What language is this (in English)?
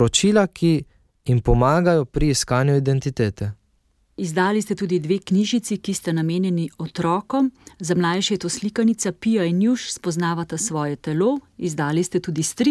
Slovenian